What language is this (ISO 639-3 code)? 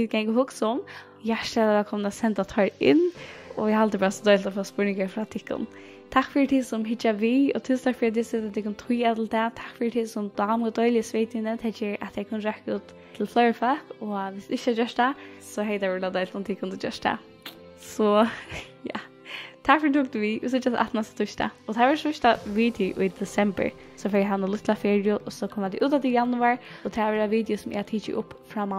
fao